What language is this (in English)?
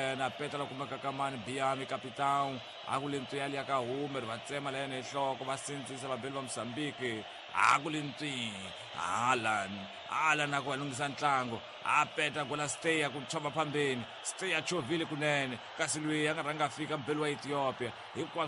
Tsonga